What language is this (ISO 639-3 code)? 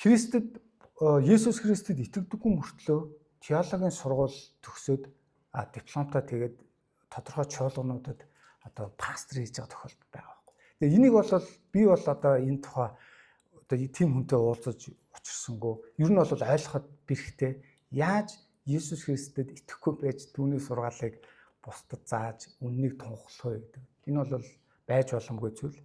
mon